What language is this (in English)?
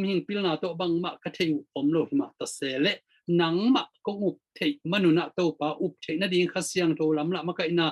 Tedim Chin